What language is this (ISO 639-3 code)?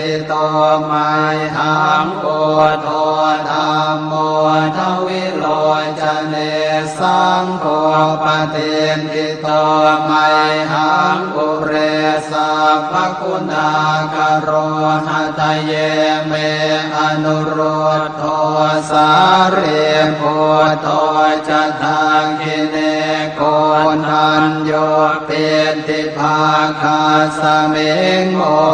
pli